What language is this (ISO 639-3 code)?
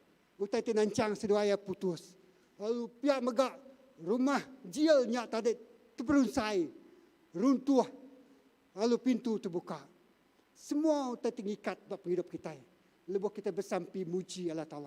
iba